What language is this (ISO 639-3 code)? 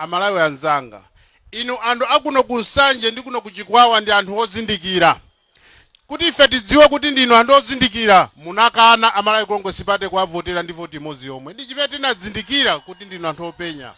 nya